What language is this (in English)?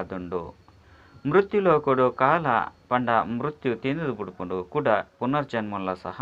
Tulu